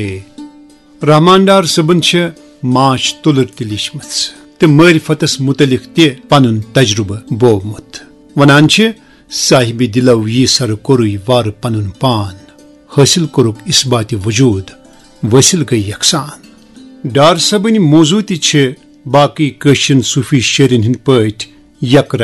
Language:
Kashmiri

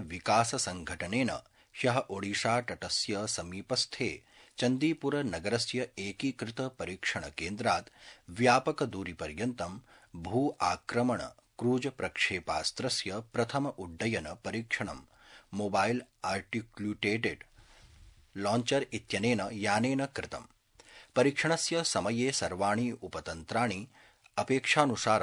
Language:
Sanskrit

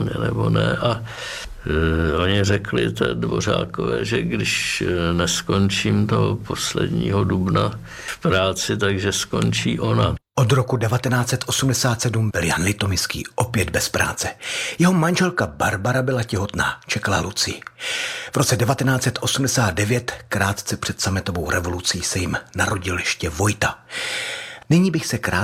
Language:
Czech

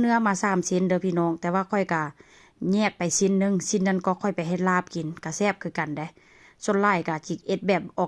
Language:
Northeastern Thai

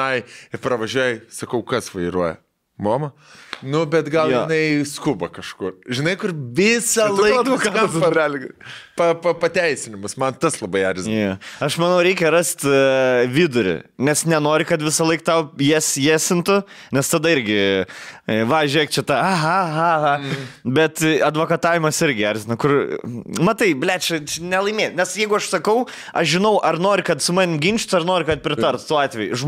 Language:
Lithuanian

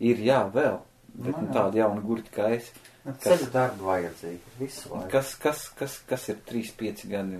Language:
Latvian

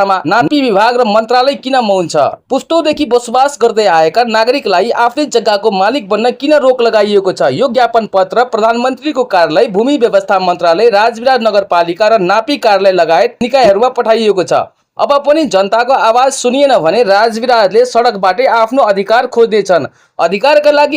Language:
Nepali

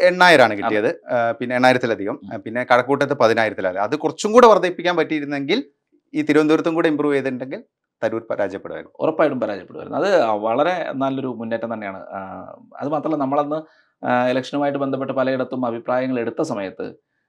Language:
Malayalam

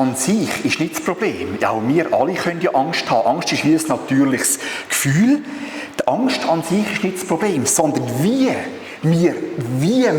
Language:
Swiss German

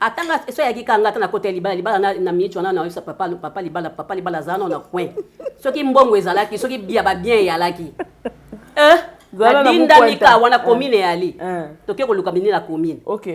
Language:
Lingala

